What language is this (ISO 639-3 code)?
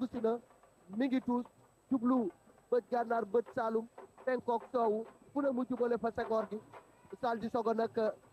wol